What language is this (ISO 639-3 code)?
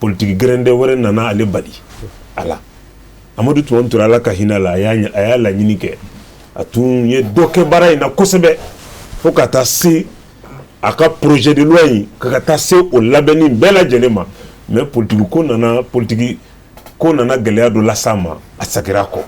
bam